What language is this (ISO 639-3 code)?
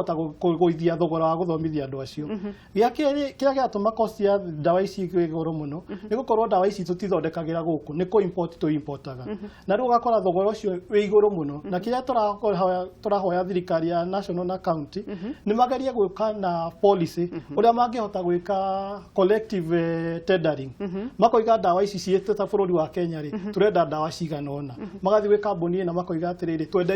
kik